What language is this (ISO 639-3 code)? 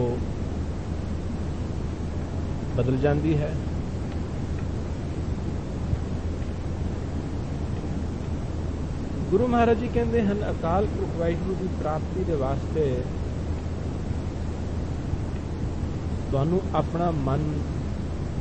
pan